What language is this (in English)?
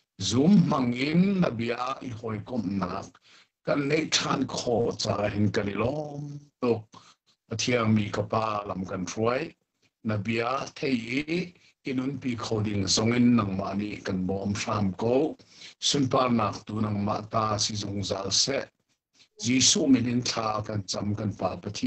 Hakha Chin